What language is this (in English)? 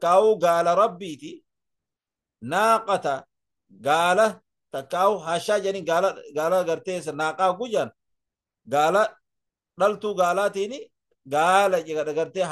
Oromo